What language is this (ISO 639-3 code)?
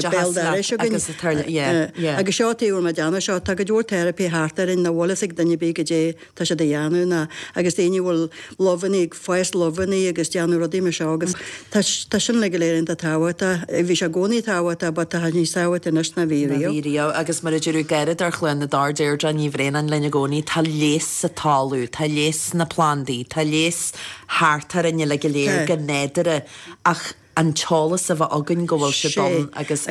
gle